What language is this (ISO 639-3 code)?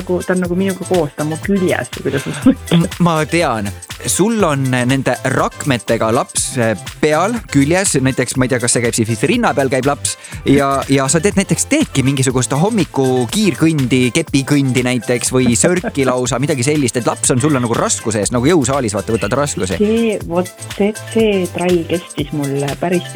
est